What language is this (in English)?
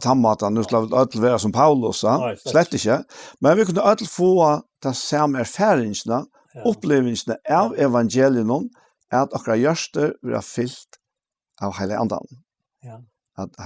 Faroese